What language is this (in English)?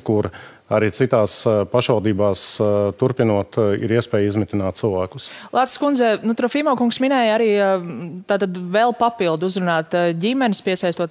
Latvian